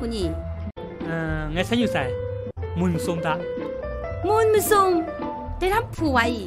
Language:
Kachin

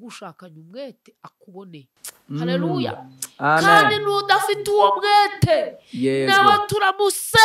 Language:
Kinyarwanda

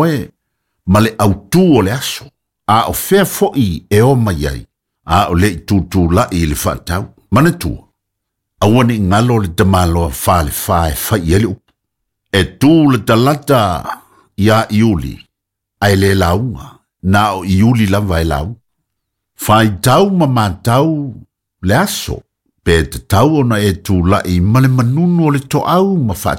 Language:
Samoan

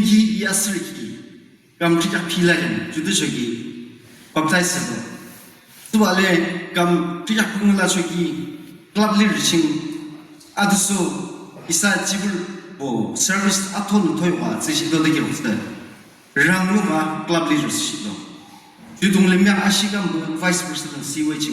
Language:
Yimchungru Naga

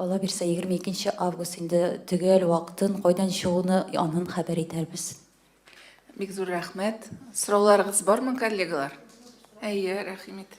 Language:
Tatar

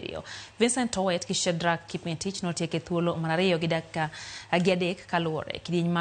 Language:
Luo (Kenya and Tanzania)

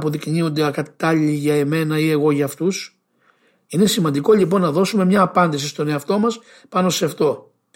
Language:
Greek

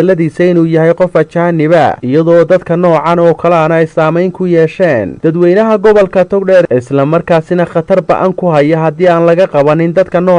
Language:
Somali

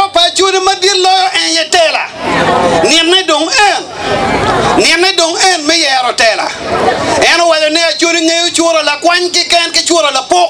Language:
Acoli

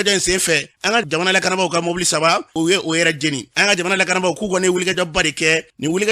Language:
Bambara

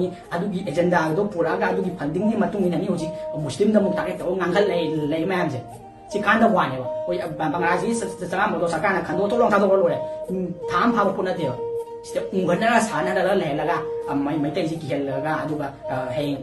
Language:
Manipuri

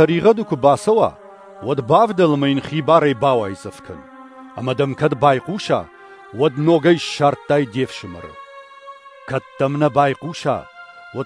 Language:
Ossetic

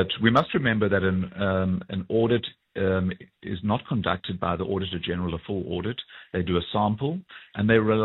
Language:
English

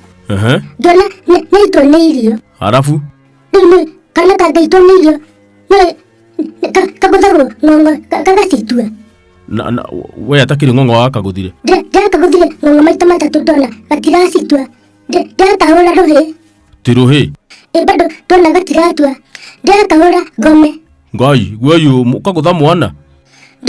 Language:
Kikuyu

